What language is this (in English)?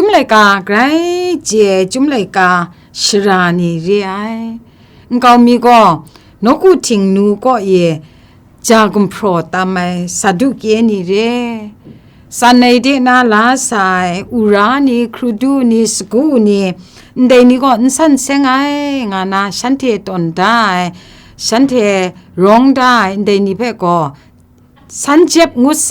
Kachin